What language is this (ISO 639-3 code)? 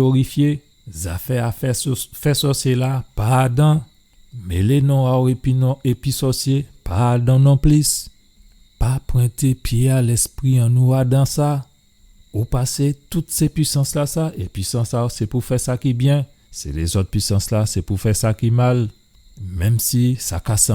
gcf